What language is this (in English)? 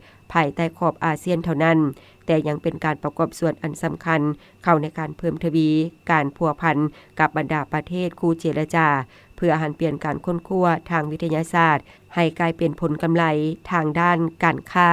Lao